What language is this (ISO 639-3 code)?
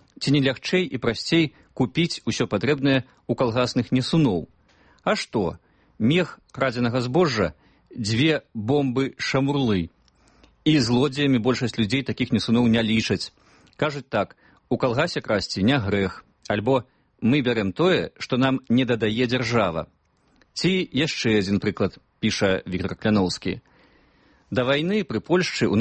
bel